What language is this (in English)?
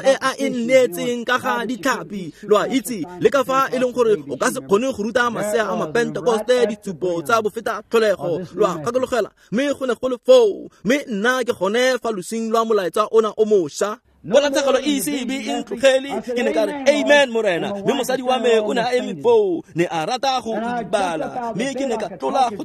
Tswana